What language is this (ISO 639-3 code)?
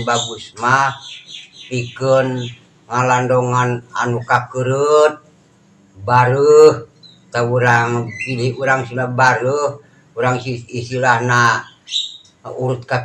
sun